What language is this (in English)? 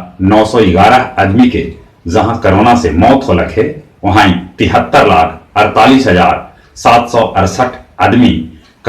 Magahi